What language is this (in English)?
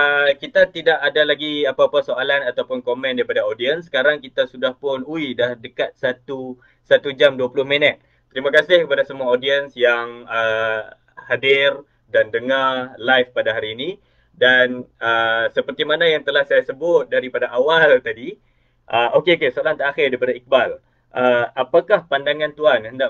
Malay